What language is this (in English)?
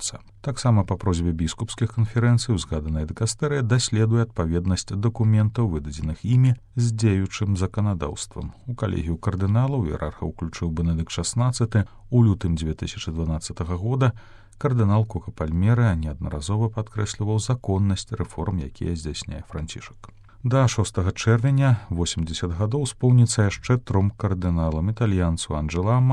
Belarusian